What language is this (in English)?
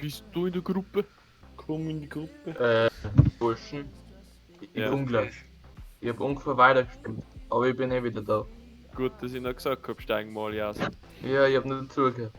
Bavarian